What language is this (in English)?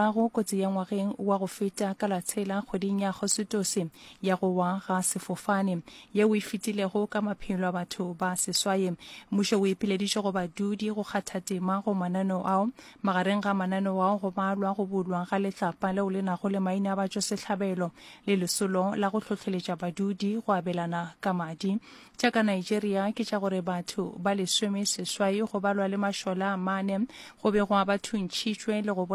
Northern Sotho